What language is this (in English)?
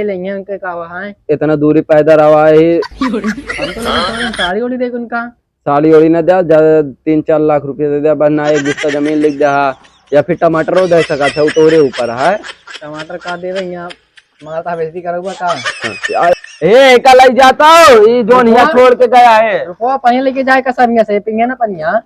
Awadhi